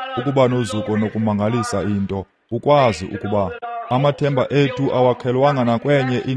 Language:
Xhosa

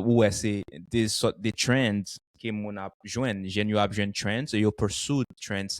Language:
Haitian Creole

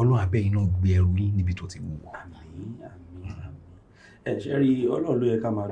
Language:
Yoruba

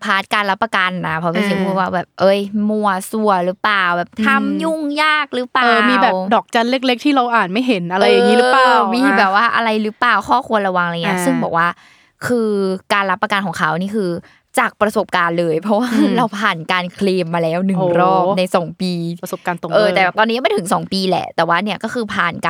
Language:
Thai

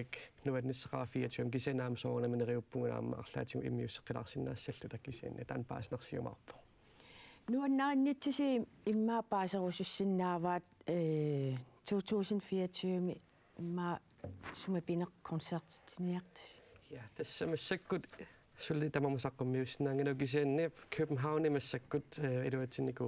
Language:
Kalaallisut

